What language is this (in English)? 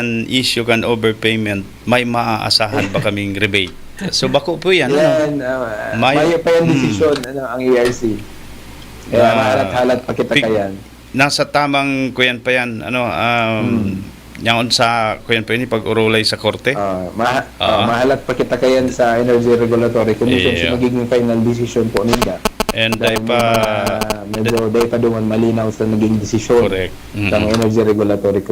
Bikol